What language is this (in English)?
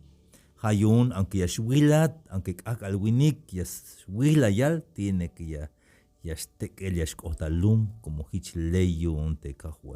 Tzeltal